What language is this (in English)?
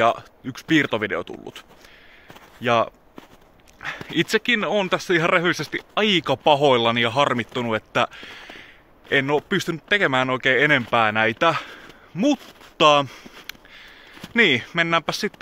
Finnish